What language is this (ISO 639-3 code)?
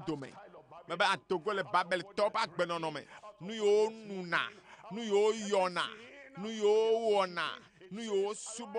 ewe